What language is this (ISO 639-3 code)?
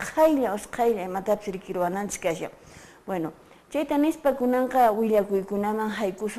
que